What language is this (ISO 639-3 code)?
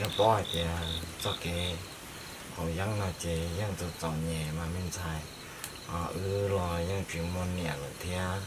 hmn